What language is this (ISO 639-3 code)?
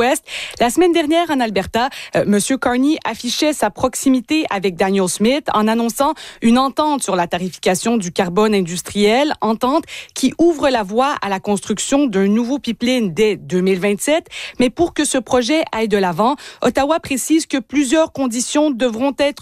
fra